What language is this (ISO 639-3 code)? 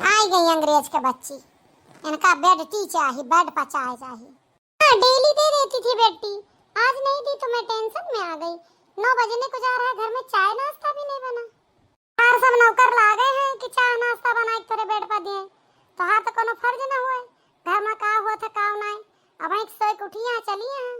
awa